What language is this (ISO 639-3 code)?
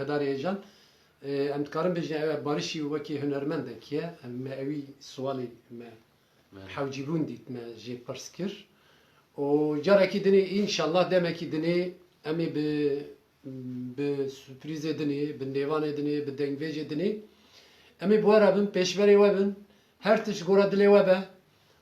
kur